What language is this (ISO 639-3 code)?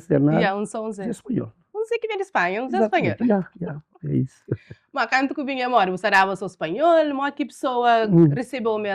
kea